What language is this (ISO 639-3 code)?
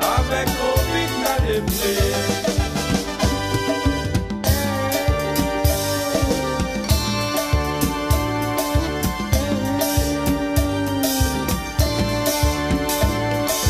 rcf